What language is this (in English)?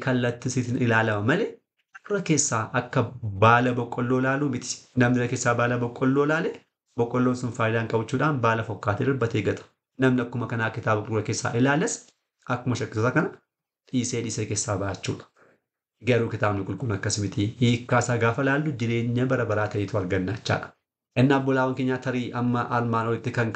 Oromo